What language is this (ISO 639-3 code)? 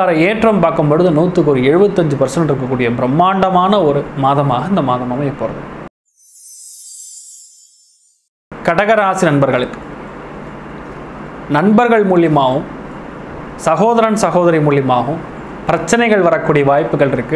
tam